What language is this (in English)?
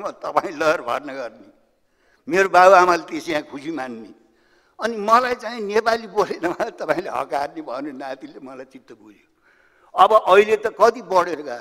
Nepali